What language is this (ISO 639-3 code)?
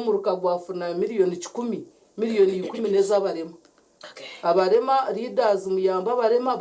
nyn